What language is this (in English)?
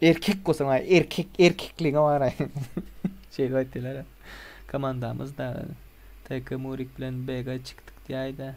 Turkmen